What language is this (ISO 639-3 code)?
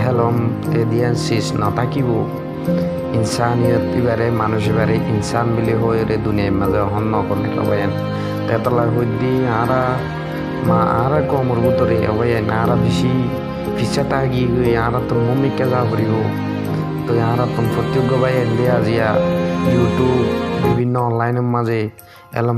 rhg